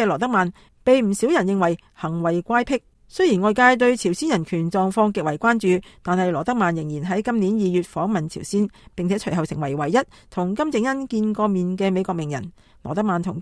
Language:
Cantonese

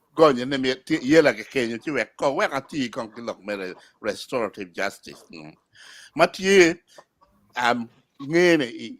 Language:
Acoli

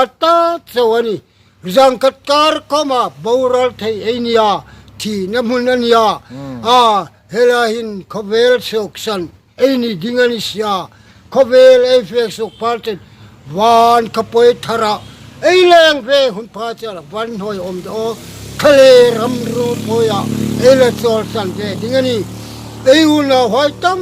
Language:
Hmar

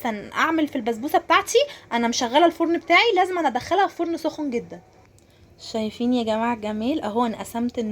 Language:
Egyptian Arabic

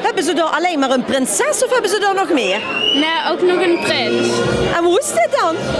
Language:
Limburgish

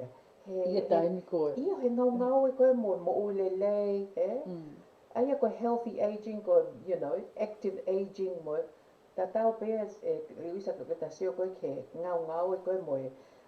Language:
Tongan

